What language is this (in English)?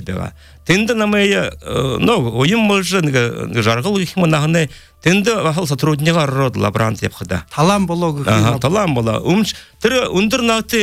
Buriat